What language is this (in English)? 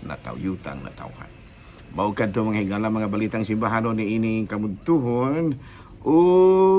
Cebuano